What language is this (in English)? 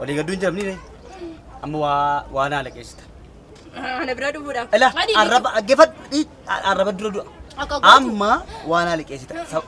Oromo